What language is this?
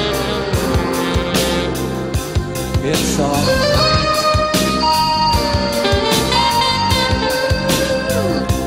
French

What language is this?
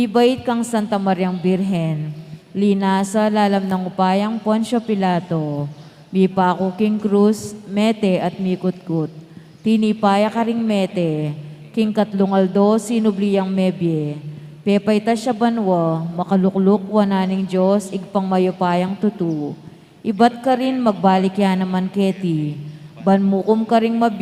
Pampanga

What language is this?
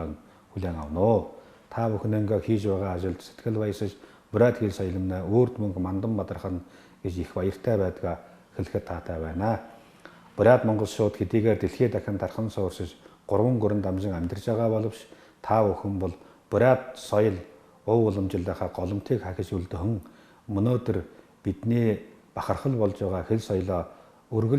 Buriat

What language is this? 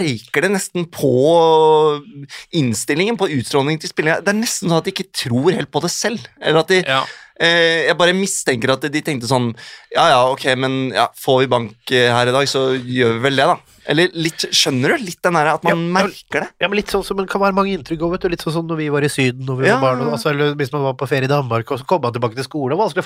Norwegian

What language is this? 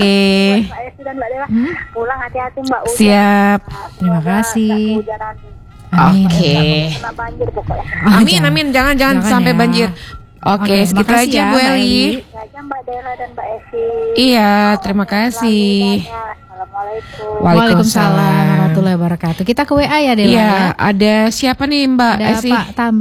Indonesian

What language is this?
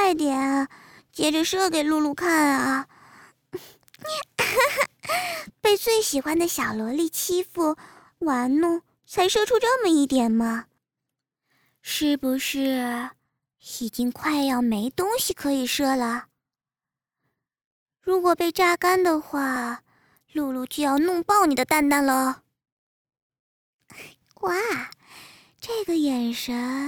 Chinese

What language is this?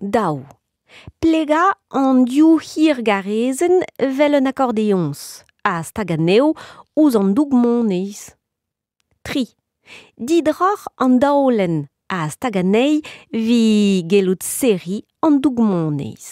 Breton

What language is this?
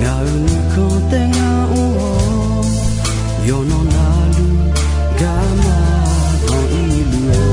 Akha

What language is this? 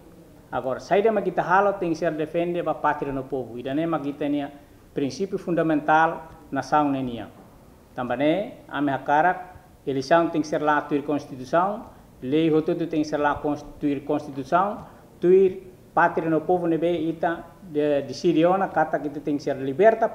Tetum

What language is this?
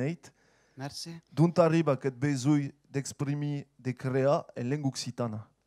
Occitan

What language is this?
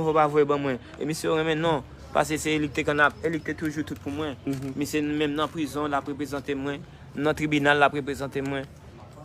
Haitian Creole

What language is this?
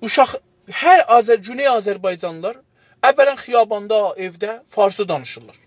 South Azerbaijani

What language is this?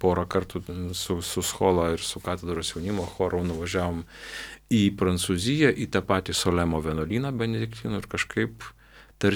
Lithuanian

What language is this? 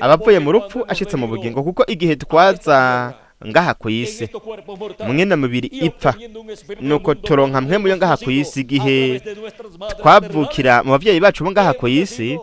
Rundi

